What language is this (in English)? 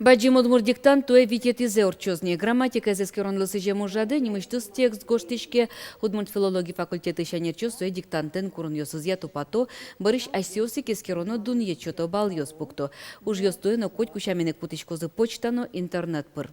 Udmurt